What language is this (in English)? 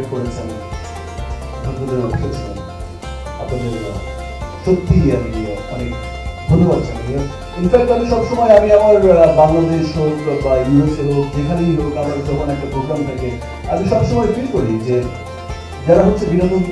Bangla